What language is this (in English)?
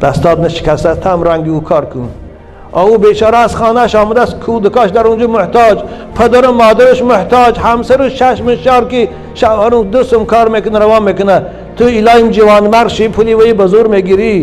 Tajik